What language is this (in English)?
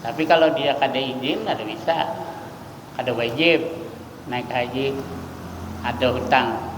Banjar